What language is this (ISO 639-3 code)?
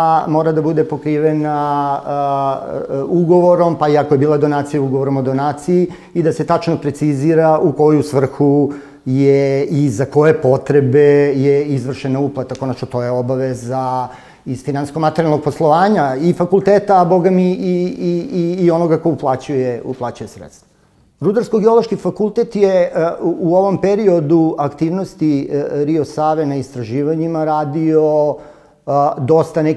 srp